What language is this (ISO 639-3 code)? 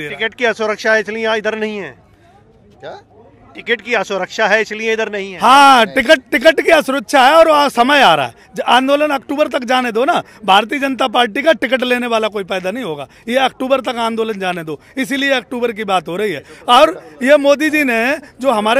hin